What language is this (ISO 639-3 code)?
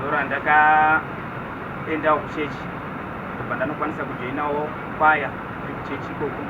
sna